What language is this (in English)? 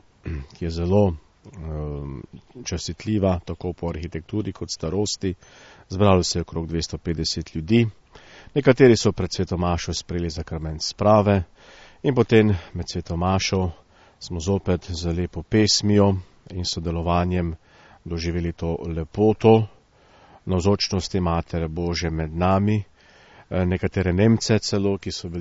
Slovenian